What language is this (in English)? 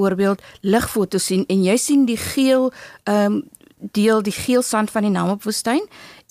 Afrikaans